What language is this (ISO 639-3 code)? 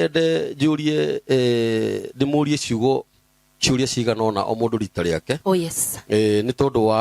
kik